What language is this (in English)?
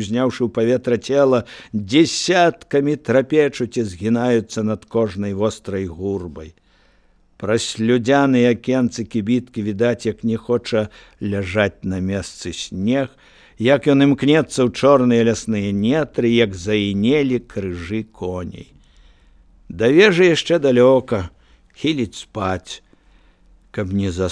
Belarusian